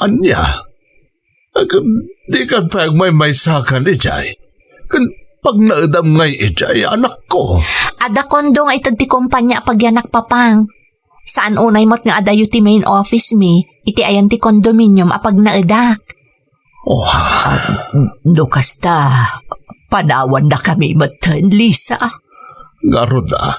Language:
Iloko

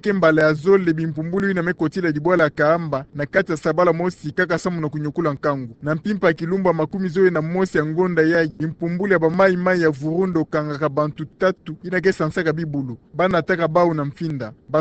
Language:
Kituba (Democratic Republic of Congo)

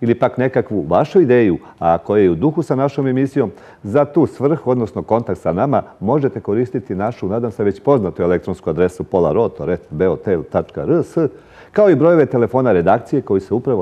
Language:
Serbian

